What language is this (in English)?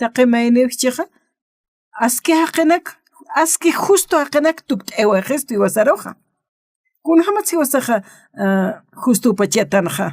Aymara